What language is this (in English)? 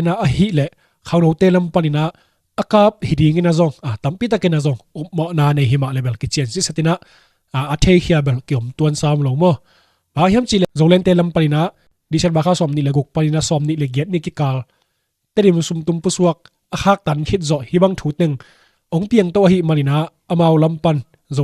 Tedim Chin